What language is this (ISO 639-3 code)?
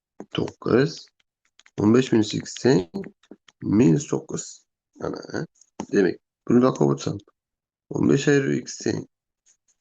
uzb